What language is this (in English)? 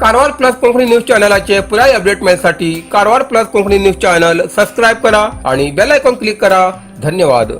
Konkani